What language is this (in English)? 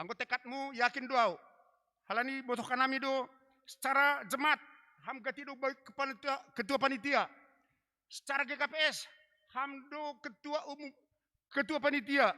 Batak Simalungun